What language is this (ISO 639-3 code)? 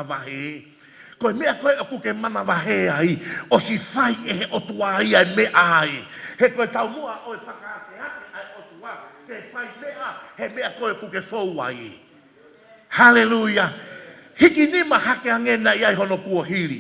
ton